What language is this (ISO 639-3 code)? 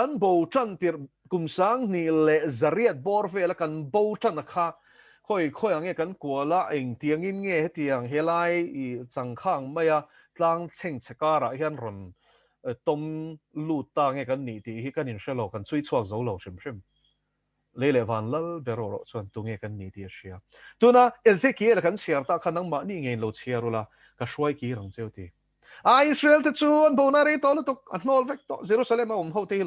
lus